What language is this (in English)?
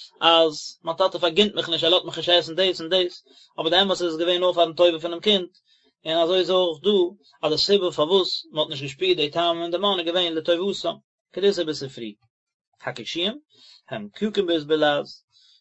Yiddish